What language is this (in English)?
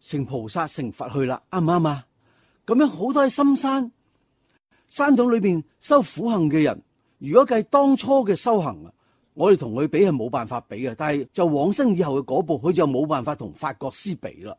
Cantonese